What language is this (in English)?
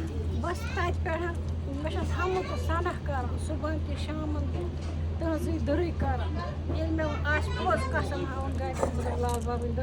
Kashmiri